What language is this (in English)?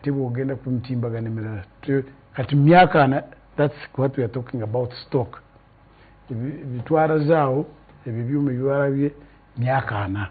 Ganda